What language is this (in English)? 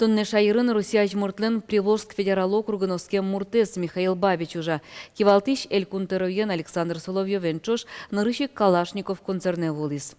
Udmurt